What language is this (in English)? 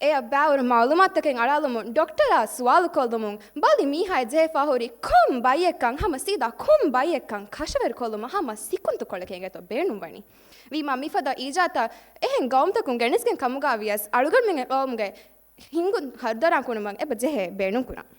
Divehi